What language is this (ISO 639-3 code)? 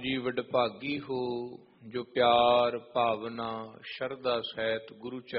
pan